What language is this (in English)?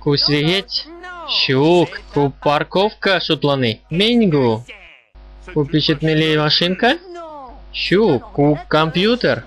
Chuvash